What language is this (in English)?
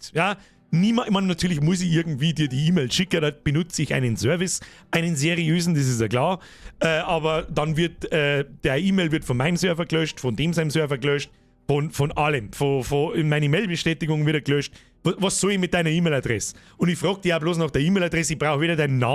Bavarian